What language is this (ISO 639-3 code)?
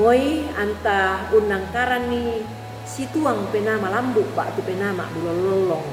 sda